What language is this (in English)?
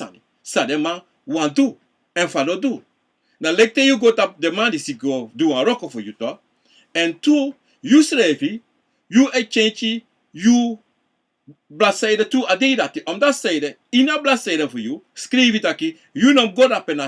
Sranan Tongo